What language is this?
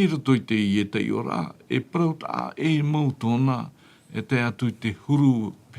Tahitian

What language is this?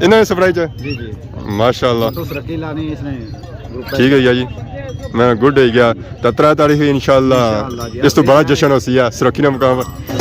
Pahari-Potwari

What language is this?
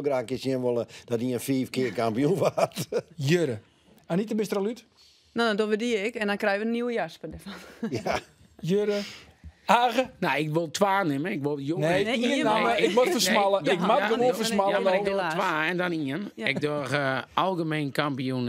Western Frisian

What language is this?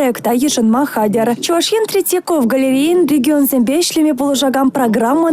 Chuvash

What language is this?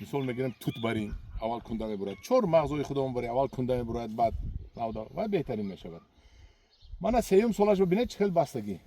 Tajik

